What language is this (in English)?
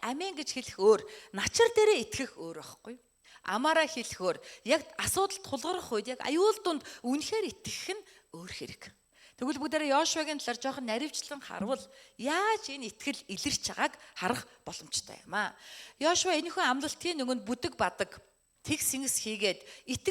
Mongolian